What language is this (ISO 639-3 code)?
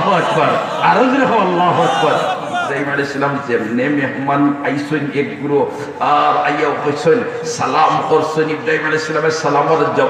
syl